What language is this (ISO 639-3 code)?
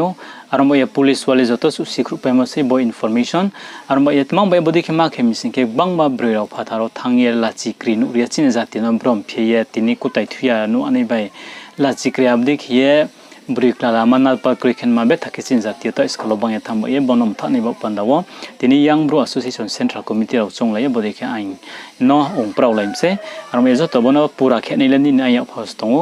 ria